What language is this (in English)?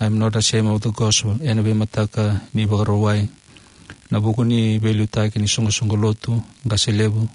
Fijian